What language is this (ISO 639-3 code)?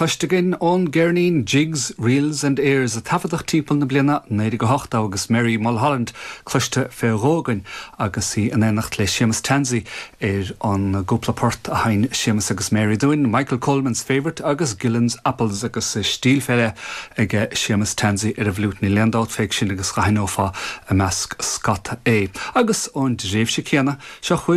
gle